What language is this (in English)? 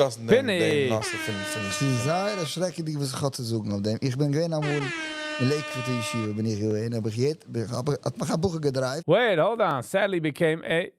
Yiddish